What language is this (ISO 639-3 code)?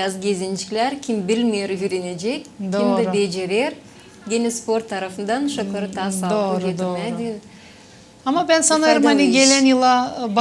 gag